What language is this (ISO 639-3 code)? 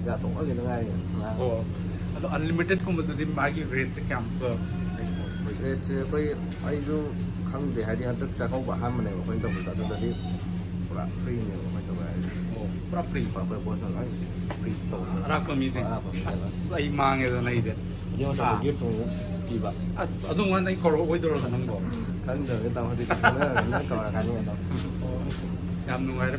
mni